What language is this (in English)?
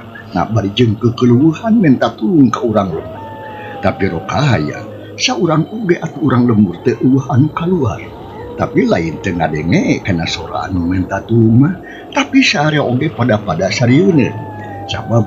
Sundanese